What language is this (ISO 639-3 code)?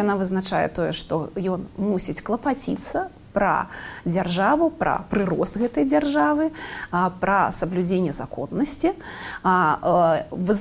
bel